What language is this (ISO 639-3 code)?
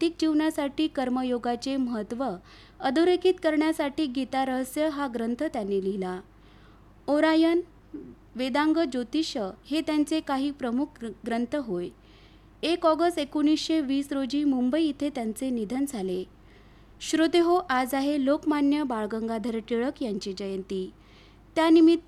mar